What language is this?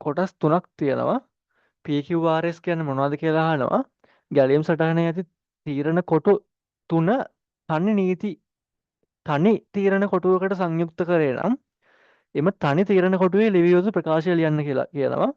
Sinhala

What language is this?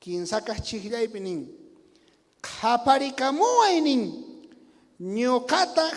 South Bolivian Quechua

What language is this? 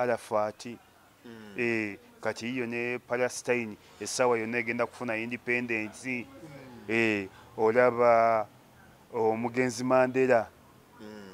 Ganda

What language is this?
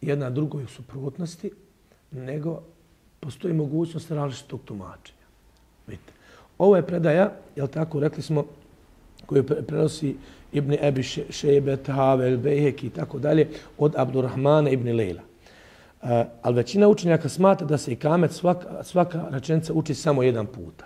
Bosnian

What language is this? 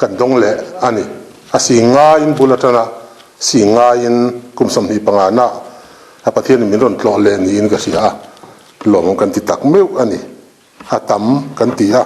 Mizo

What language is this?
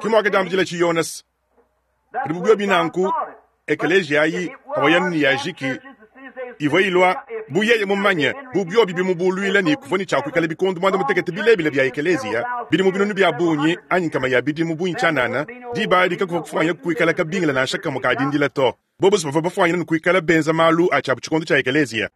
Luba-Lulua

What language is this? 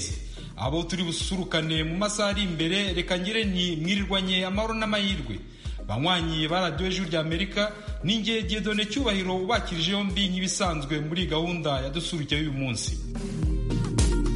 Kinyarwanda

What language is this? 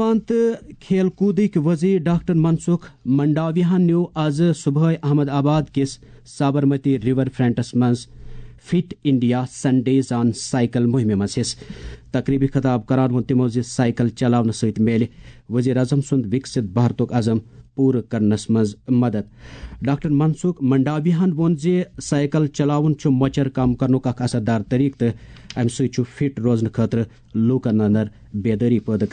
Kashmiri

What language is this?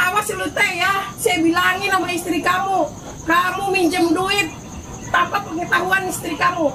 Betawi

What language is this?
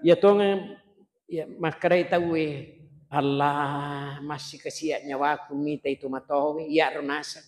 Buginese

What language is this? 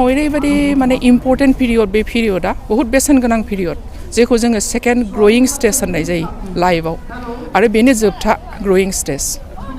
Bodo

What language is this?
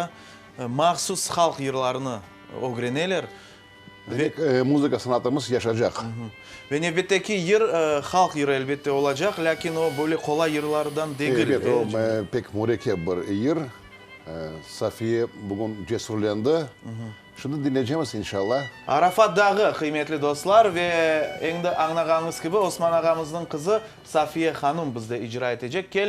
Crimean Tatar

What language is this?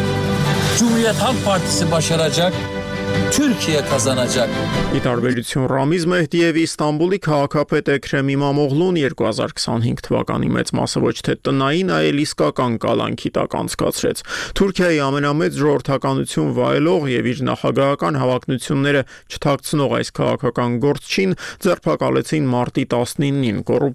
Armenian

